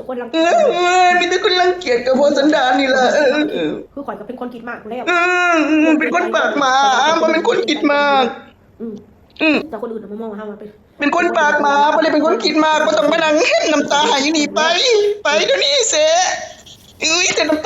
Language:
Northeastern Thai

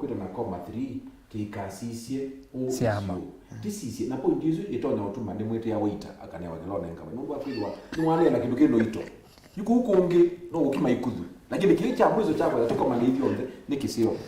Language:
Kamba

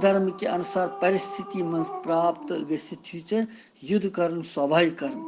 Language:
Kashmiri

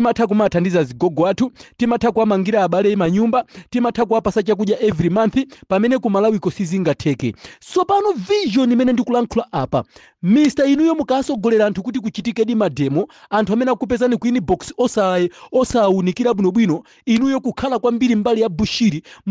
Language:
Nyanja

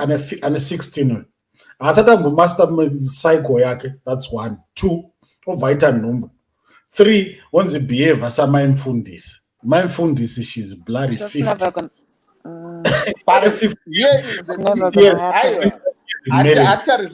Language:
Shona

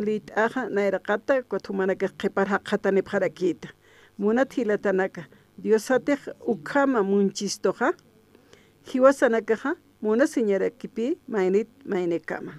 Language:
Aymara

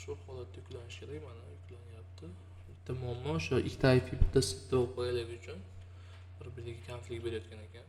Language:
Uzbek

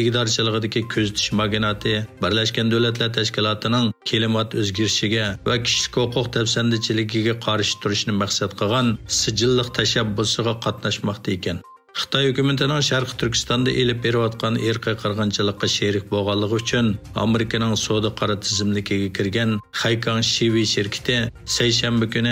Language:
Uyghur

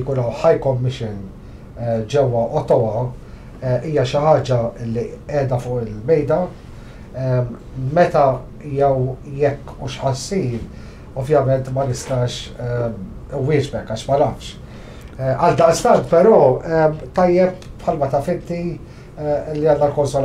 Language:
Maltese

